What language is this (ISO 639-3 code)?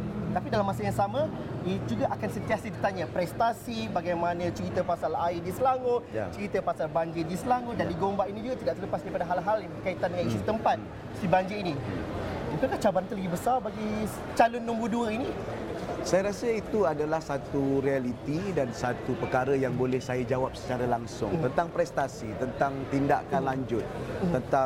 msa